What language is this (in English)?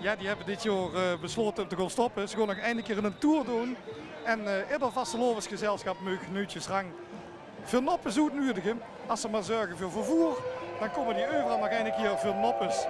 Limburgish